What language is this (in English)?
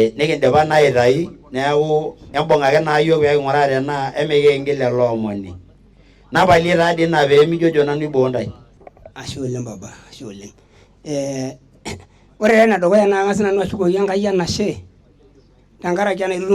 Masai